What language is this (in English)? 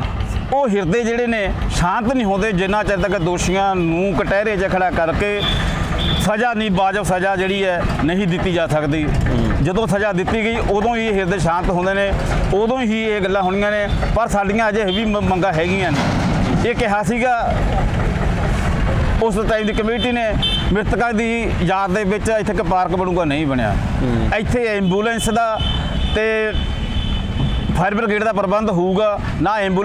Punjabi